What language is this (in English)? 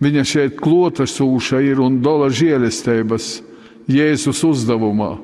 Latgalian